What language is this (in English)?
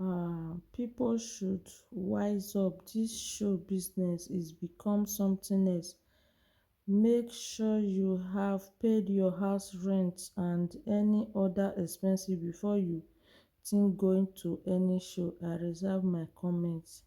Nigerian Pidgin